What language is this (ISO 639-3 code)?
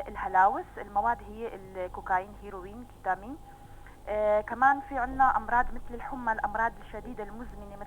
apc